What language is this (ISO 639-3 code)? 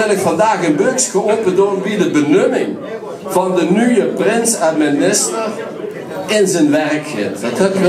lim